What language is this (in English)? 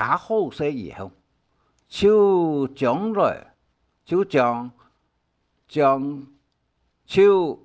Hakka Chinese